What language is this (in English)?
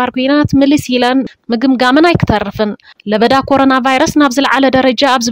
Tigrinya